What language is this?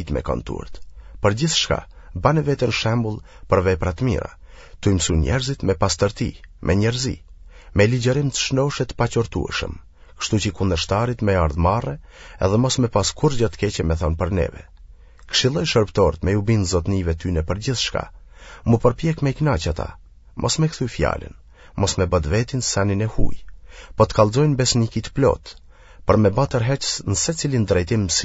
Albanian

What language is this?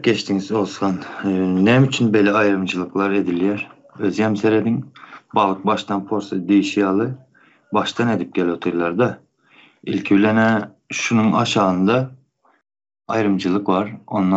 Turkmen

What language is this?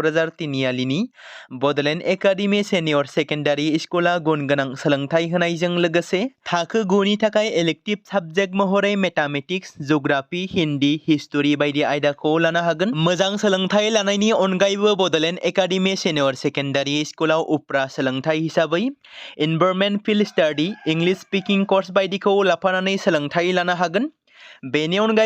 Bodo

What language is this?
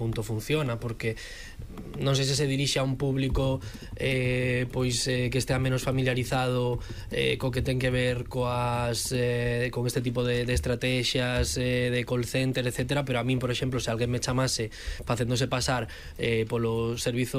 Galician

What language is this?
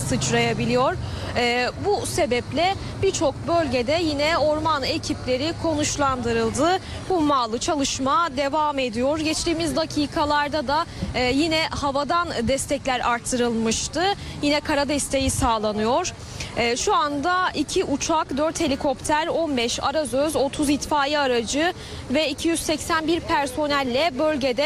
Turkish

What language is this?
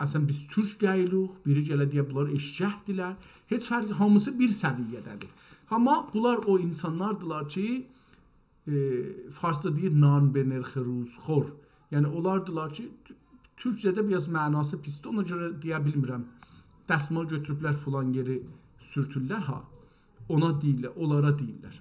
South Azerbaijani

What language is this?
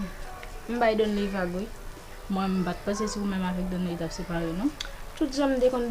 Haitian Creole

